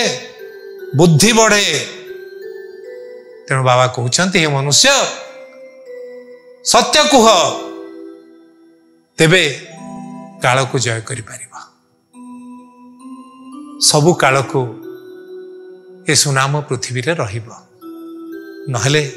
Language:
Odia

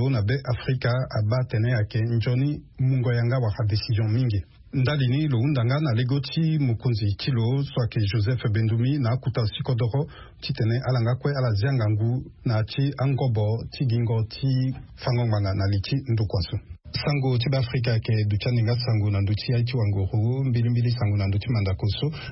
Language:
Sango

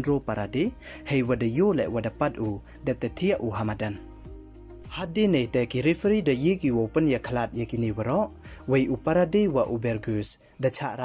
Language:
Pnar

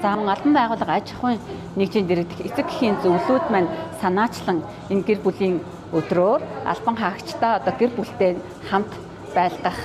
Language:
Mongolian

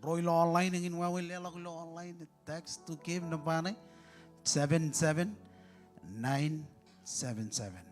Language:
Marshallese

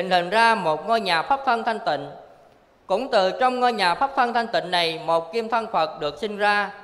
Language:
Vietnamese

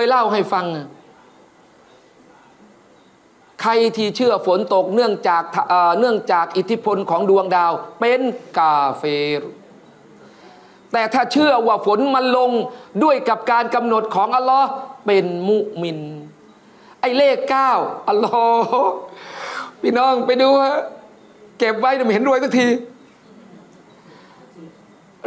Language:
Thai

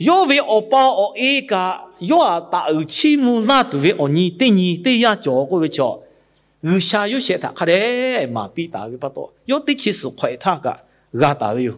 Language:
Lahu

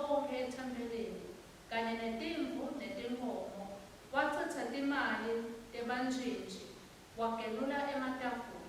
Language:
Swati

